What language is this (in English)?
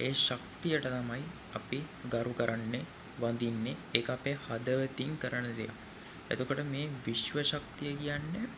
Sinhala